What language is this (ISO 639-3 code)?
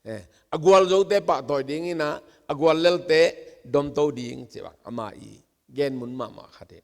ctd